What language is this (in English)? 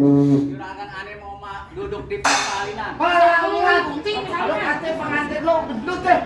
Betawi